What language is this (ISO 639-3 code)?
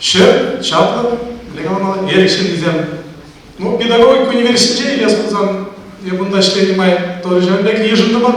chv